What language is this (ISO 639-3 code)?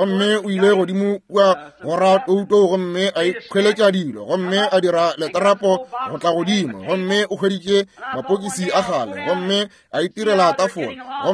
nso